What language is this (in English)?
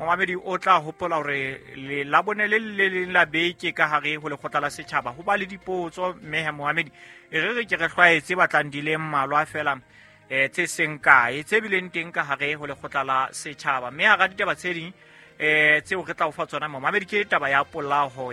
Southern Sotho